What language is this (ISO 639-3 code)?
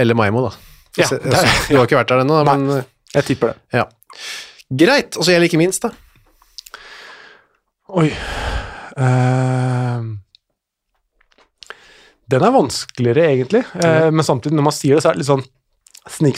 nor